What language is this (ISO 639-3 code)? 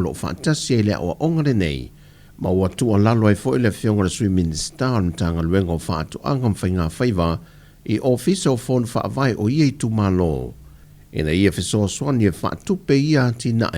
smo